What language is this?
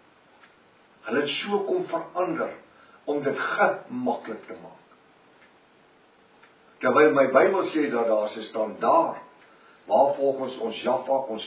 Afrikaans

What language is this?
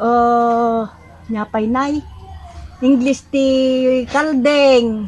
Iloko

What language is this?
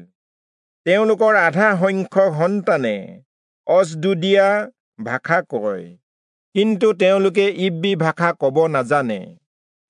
Assamese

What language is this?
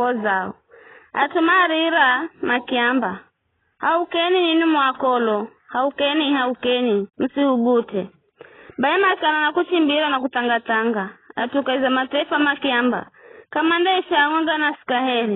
Giryama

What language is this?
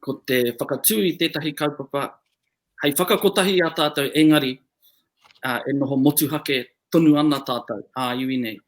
Māori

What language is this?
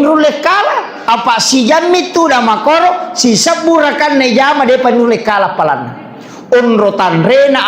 Buginese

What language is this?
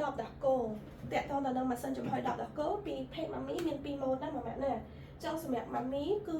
Khmer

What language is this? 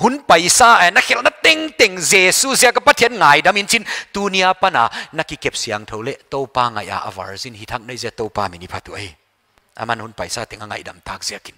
Paite Chin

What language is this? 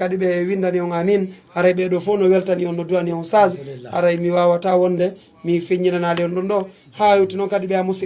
Pular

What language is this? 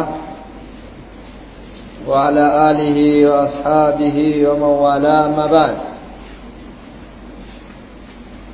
Swahili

